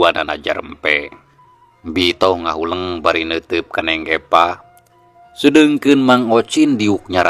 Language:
Sundanese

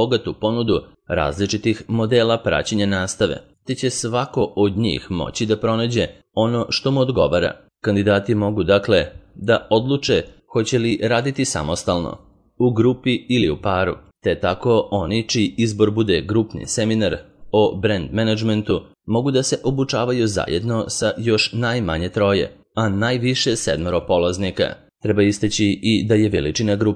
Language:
Serbian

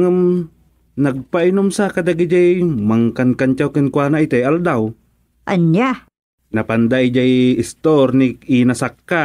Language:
Iloko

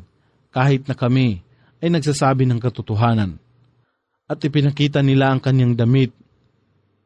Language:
Filipino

